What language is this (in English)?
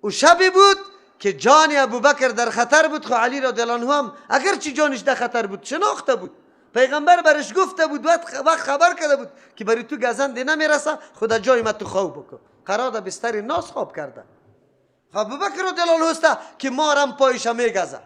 Persian